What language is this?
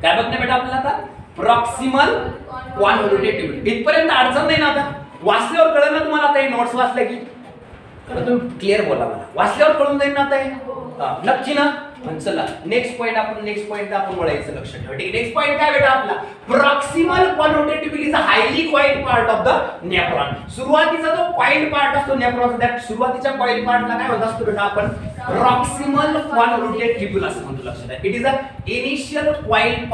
Marathi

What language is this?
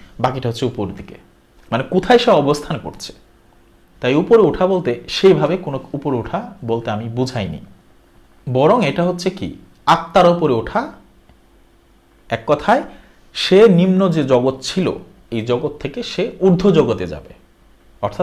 Bangla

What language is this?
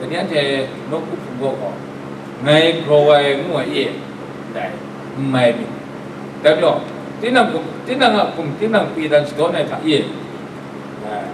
Kachin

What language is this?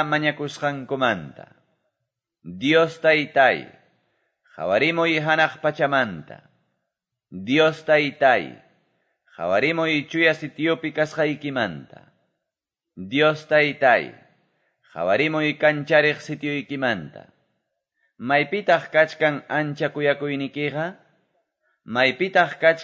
Quechua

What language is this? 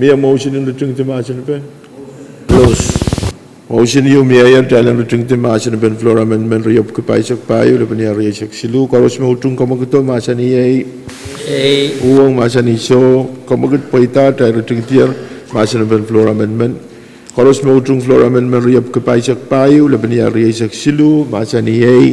Pohnpeian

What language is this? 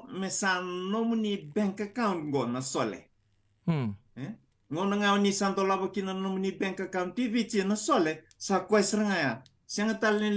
Fijian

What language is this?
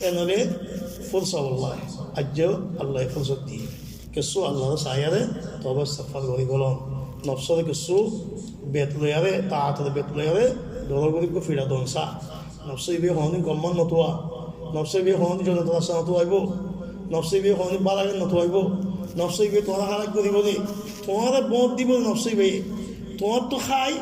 Rohingya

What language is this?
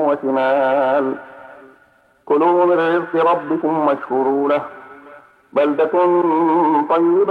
Arabic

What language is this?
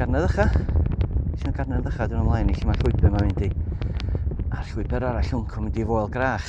Welsh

